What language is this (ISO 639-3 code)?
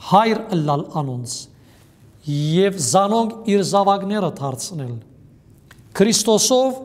hyw